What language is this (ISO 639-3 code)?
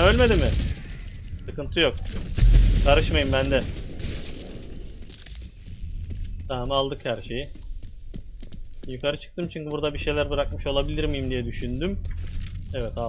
tur